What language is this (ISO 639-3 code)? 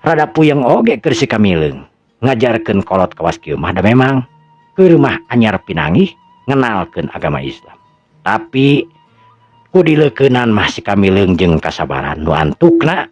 sun